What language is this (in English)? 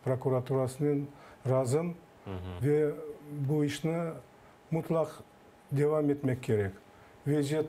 Crimean Tatar